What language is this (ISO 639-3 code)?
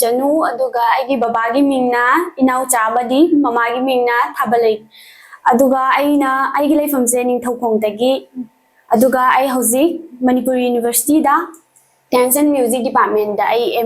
mni